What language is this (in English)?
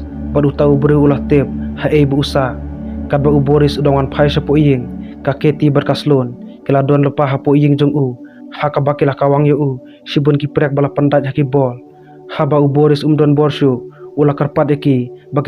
Khasi